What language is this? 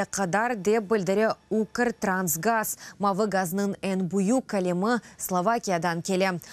Crimean Tatar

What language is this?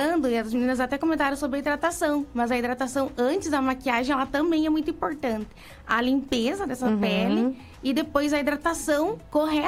Portuguese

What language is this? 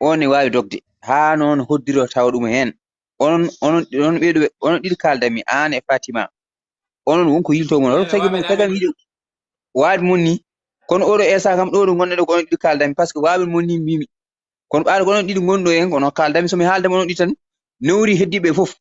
Fula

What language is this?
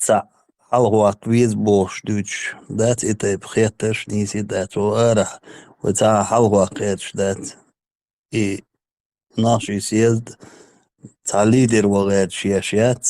Chechen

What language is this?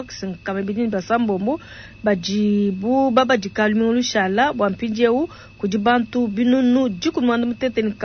Luba-Lulua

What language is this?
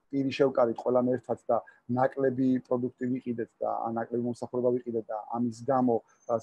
Georgian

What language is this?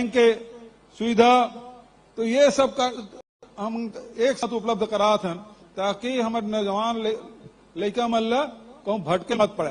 Chhattisgarhi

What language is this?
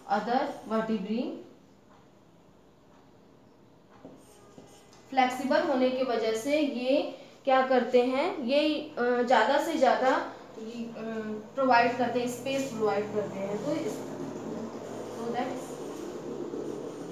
Hindi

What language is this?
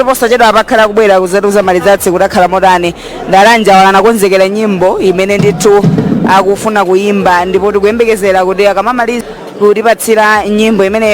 Nyanja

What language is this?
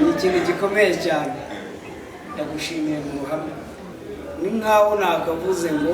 Kinyarwanda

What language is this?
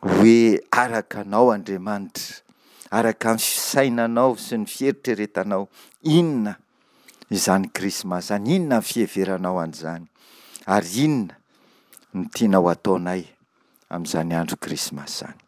Malagasy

